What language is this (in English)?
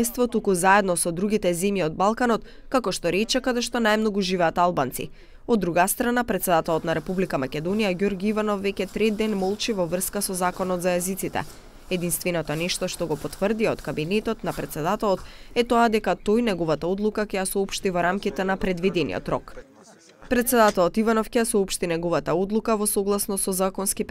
Macedonian